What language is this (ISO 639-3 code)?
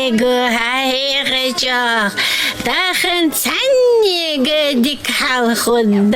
inh